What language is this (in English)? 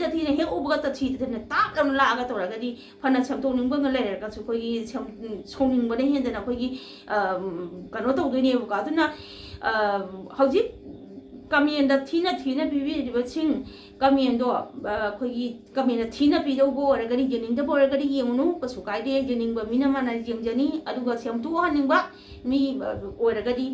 Manipuri